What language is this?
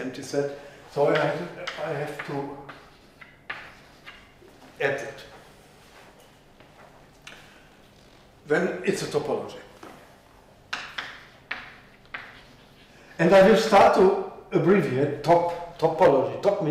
English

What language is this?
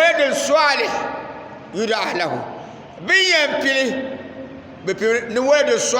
Dagbani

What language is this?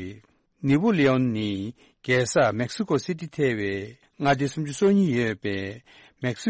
Tibetan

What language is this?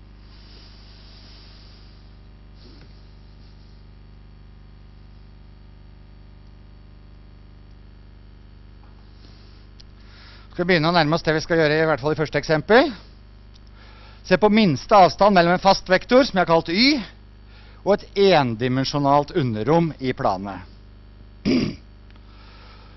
Norwegian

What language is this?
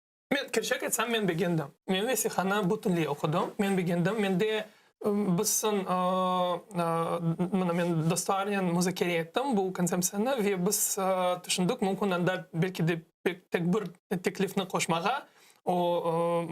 Crimean Tatar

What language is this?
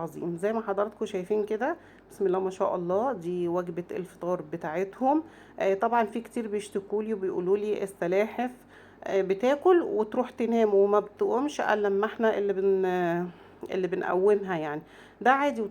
Egyptian Arabic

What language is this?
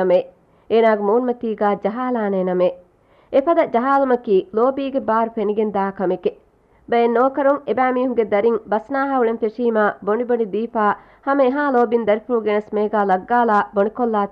Divehi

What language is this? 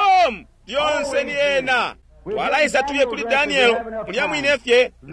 Bemba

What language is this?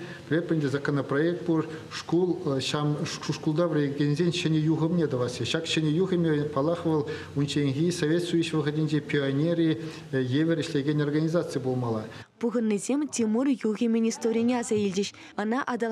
Chuvash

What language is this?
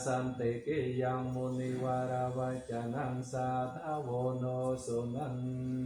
Pali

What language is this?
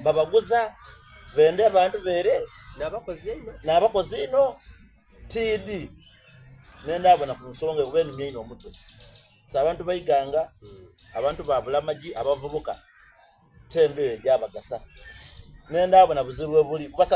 Soga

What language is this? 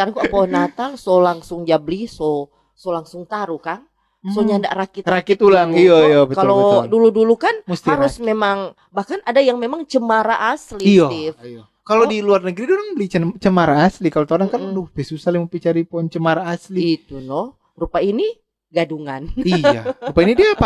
Manado Malay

